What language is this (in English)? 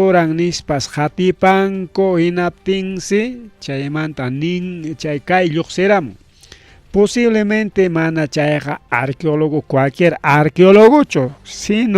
Ayacucho Quechua